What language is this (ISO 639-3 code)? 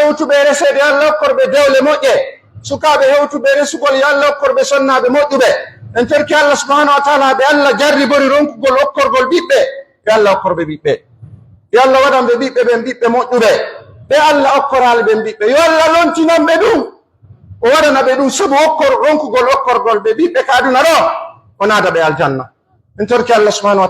fuf